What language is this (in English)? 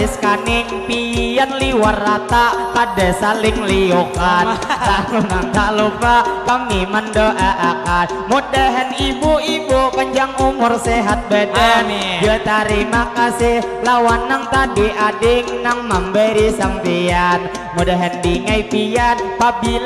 Banjar